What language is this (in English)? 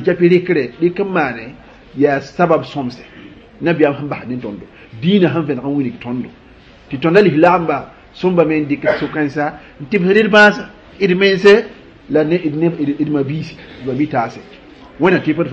Mossi